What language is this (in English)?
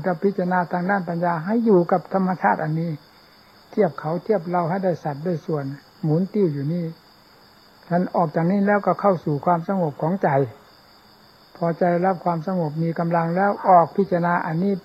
Thai